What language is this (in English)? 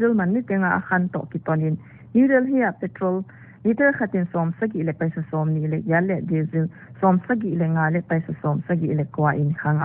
Paite Chin